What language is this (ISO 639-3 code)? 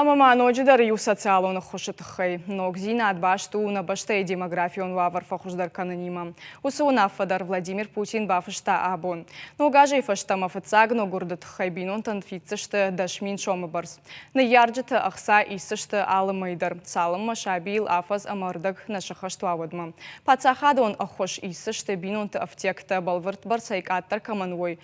oss